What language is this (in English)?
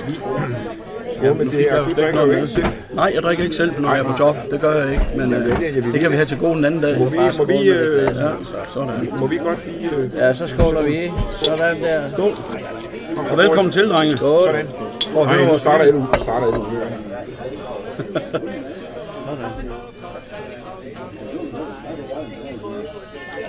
Danish